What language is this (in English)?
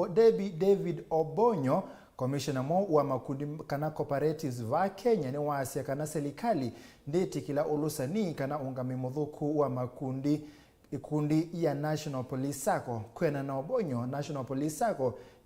Kamba